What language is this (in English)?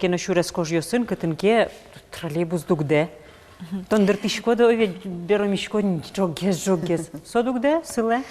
Udmurt